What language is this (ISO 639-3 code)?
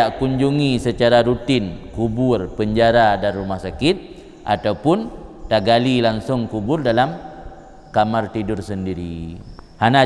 ace